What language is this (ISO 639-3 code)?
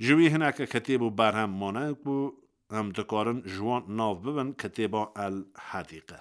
kur